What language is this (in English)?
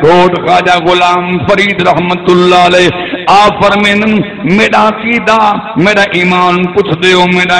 Saraiki